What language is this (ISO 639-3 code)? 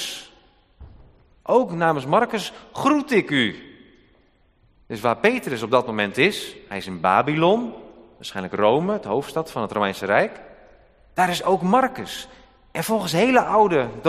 nld